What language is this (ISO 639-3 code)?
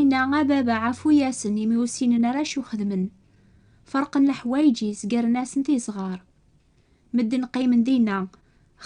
kab